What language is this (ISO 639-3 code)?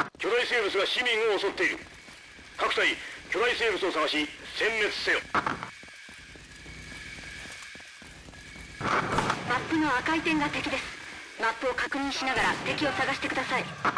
jpn